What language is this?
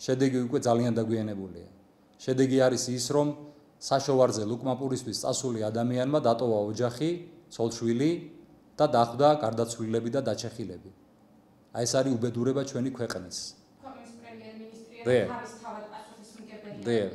Georgian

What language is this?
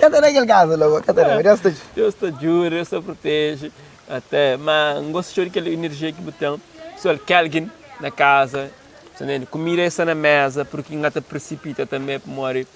Kabuverdianu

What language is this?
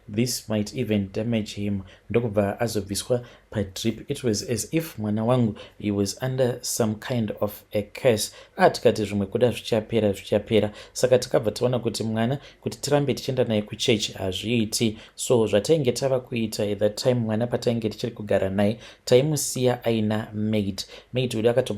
Shona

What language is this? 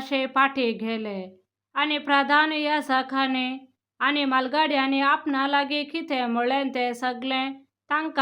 Konkani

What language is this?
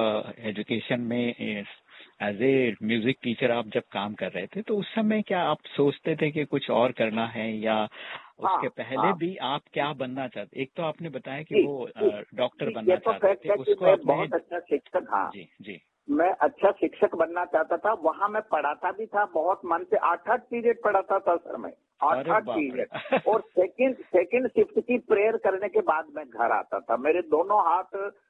Hindi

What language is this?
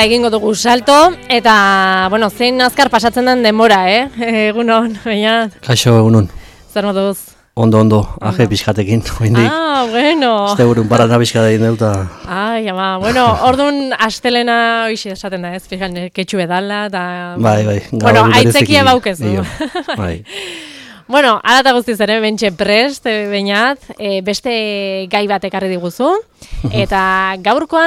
Basque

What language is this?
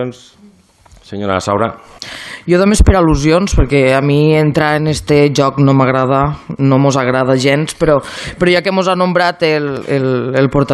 Catalan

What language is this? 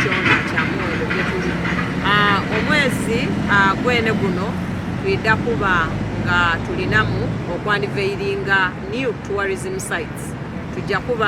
Soga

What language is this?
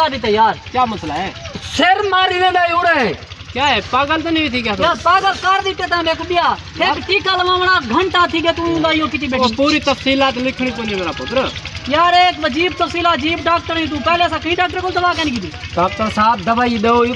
Saraiki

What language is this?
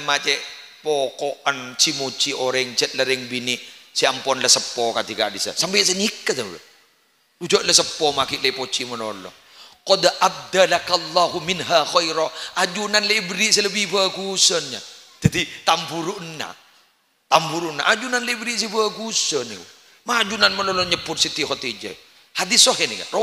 Madurese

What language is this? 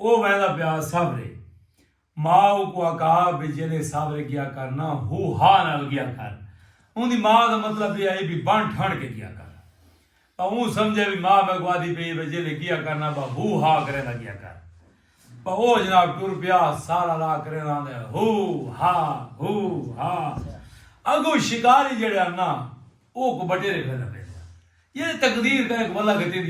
Saraiki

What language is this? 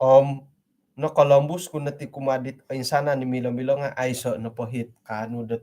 Central Dusun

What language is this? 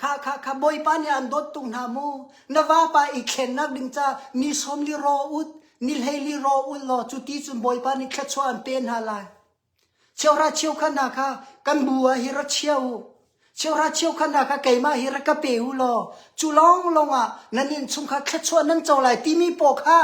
Hakha Chin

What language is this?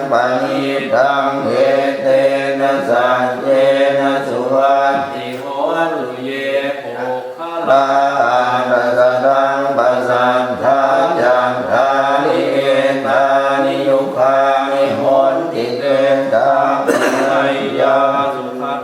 Pali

